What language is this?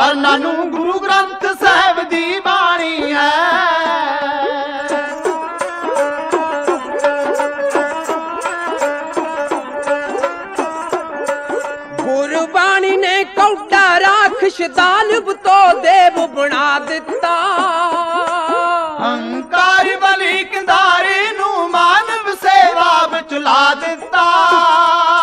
Punjabi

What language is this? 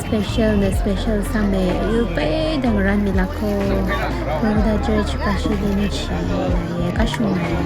Tangkhul Naga (India)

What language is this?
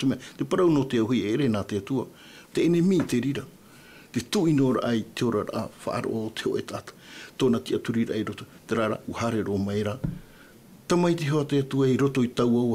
Tahitian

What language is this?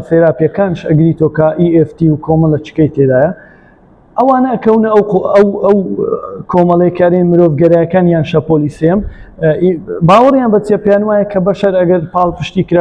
Central Kurdish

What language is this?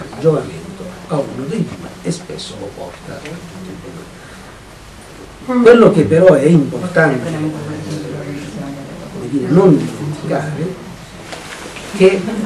Italian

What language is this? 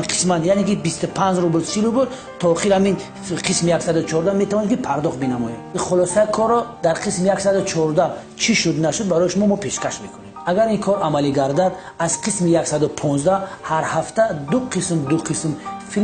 Tajik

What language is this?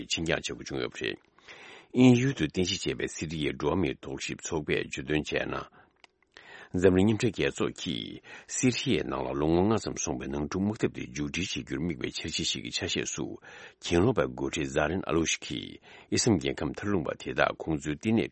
Tibetan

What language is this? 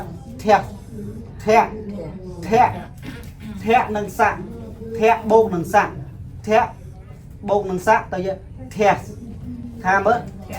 Khmer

